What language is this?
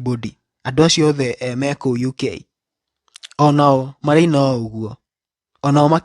Kikuyu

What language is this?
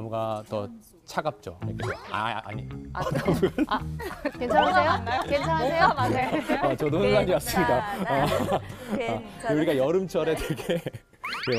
Korean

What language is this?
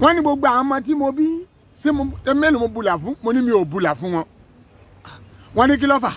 Yoruba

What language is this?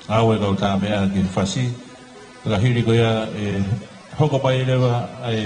Tongan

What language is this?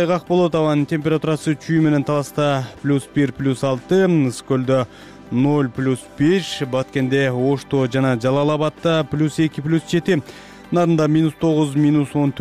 Kyrgyz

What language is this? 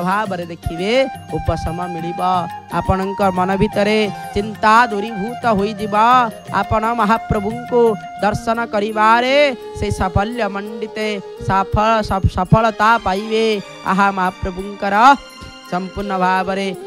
Odia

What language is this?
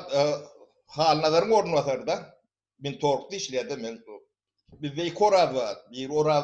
Turkmen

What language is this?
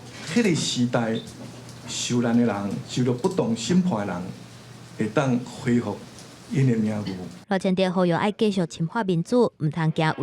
Min Nan Chinese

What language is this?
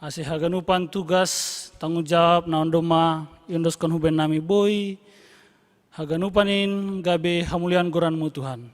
Batak Simalungun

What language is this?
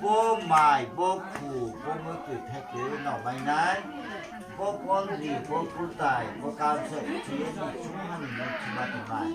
Riang (India)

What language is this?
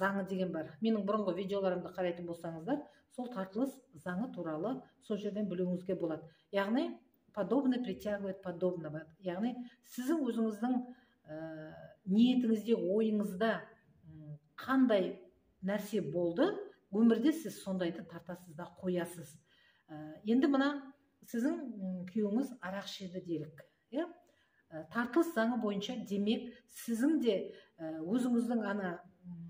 Kazakh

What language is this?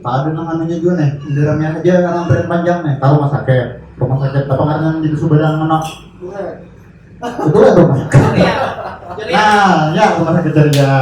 Banjar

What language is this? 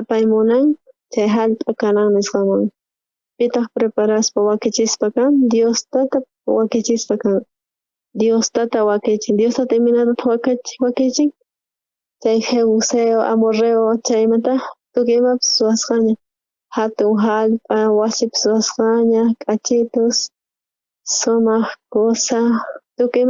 South Bolivian Quechua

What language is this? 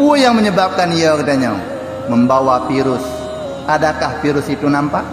Achinese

